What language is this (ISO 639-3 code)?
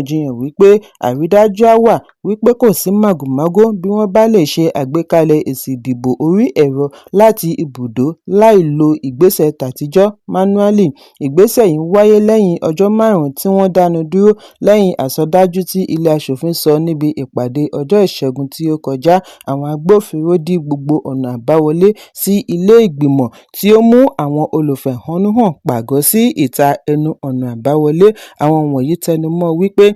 yor